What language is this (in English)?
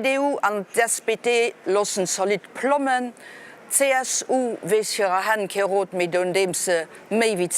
Luxembourgish